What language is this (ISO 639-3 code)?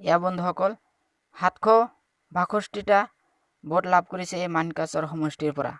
asm